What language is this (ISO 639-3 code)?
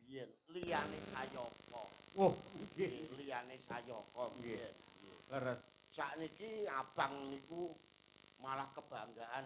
jav